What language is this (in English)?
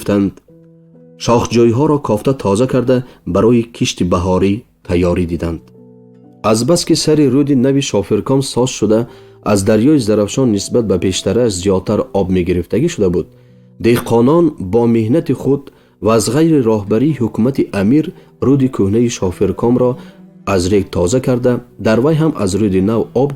Tajik